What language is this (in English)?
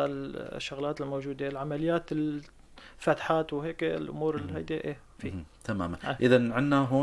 North Levantine Arabic